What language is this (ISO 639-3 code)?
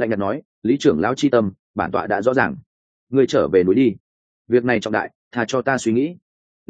vie